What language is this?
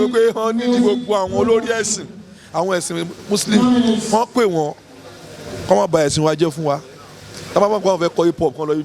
Yoruba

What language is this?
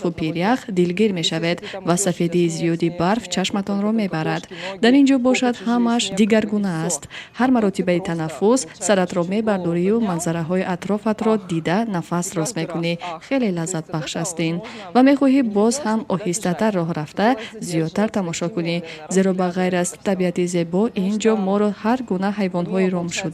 Tajik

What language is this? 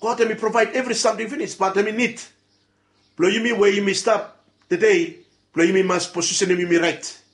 Bislama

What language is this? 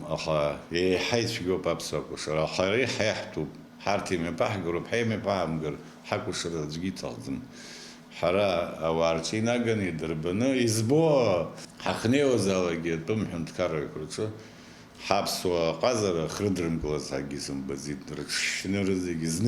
Abkhazian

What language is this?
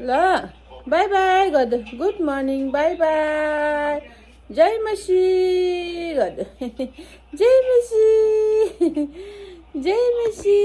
Nepali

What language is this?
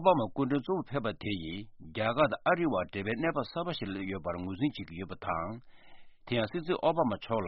Tibetan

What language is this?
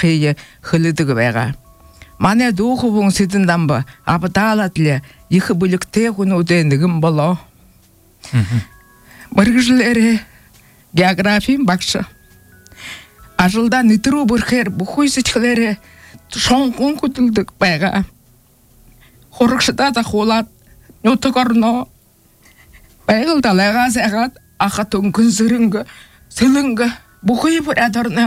Buriat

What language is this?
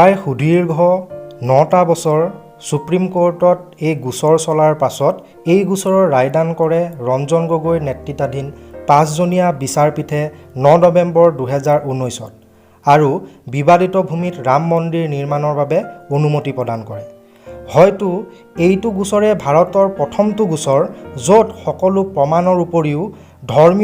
Assamese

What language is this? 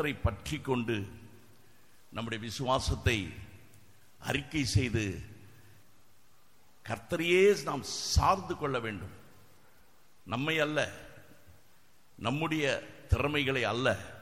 Tamil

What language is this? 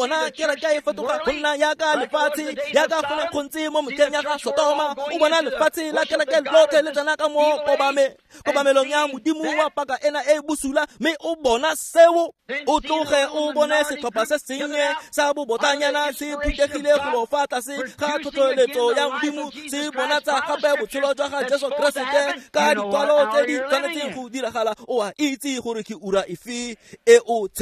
Tswana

